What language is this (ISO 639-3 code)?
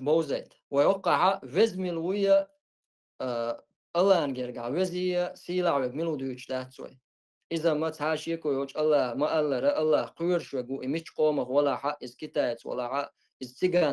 che